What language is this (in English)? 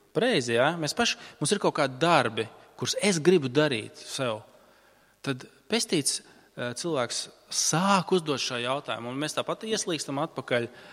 Latvian